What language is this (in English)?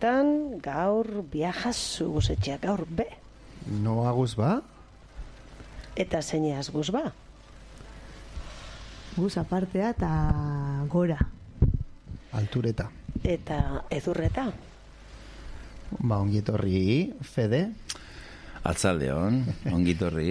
Basque